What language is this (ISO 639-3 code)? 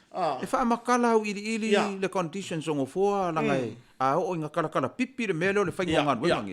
smo